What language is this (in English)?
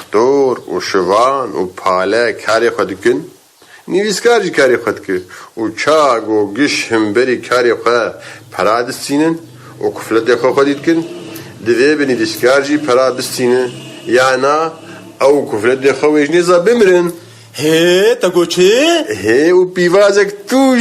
Kurdish